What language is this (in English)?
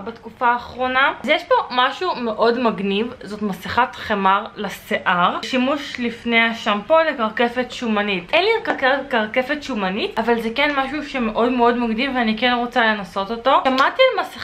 Hebrew